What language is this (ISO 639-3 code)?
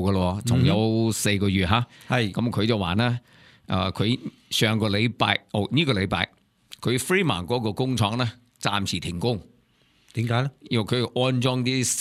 yue